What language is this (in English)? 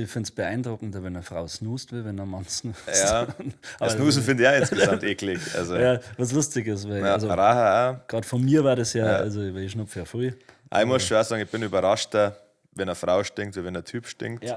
Bavarian